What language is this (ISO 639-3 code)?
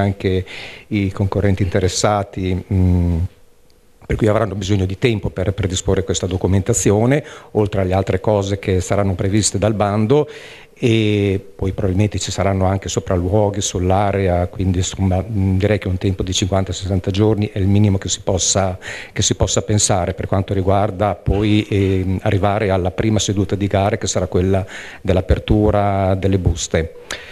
ita